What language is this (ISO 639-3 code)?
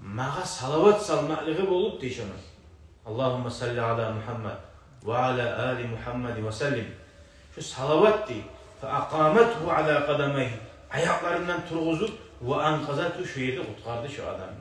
kum